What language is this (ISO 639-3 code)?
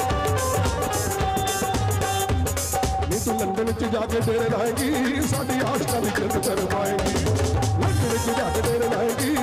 pan